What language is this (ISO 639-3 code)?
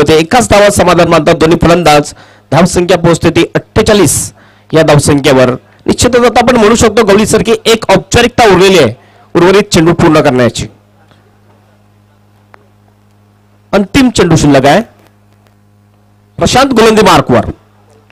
mar